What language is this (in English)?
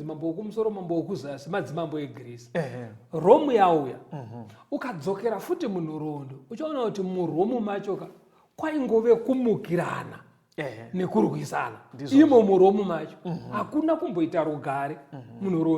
Shona